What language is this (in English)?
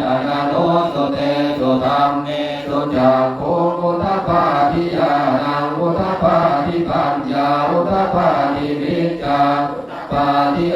Pali